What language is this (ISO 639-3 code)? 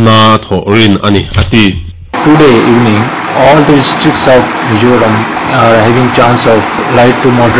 lus